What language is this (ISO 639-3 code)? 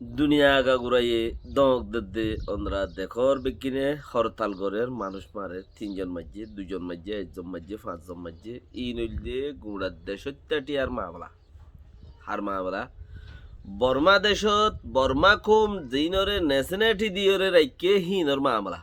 rhg